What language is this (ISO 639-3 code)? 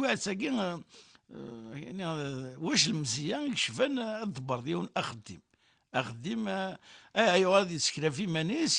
kab